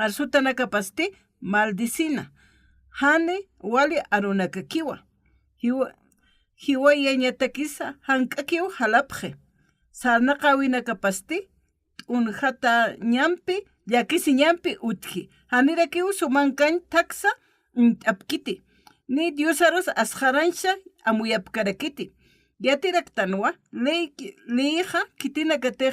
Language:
Aymara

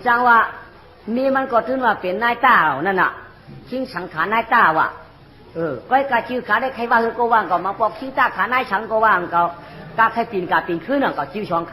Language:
Shan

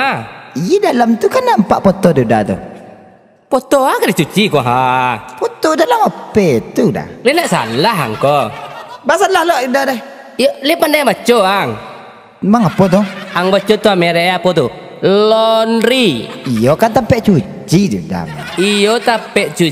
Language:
Minangkabau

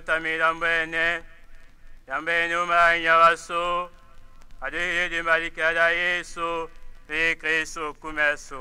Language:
Tetela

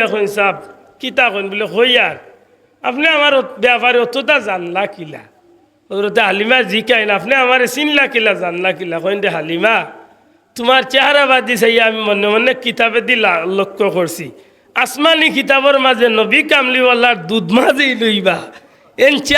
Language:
Sylheti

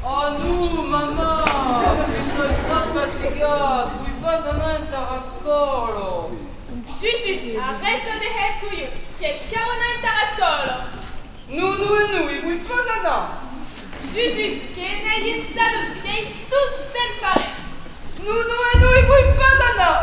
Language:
Occitan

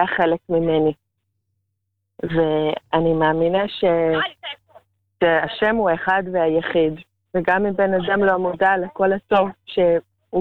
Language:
Hebrew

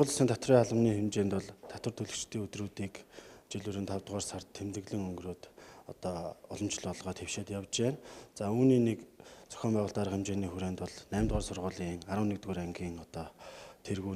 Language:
Mongolian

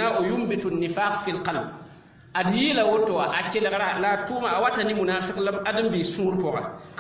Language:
Mossi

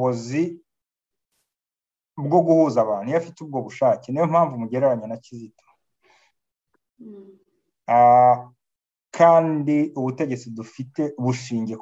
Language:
Kinyarwanda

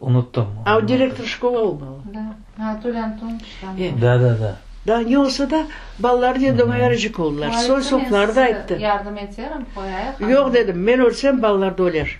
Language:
Crimean Tatar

